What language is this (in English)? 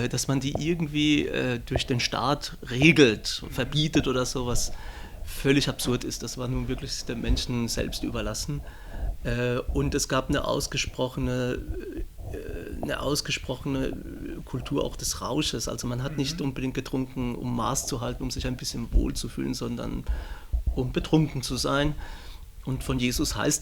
Swiss German